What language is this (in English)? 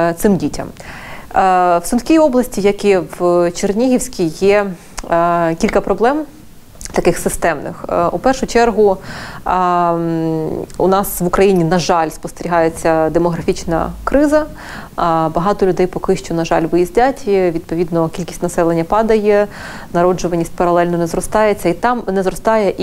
Ukrainian